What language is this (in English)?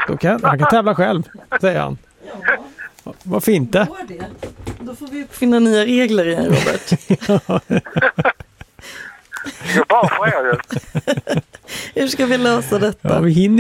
Swedish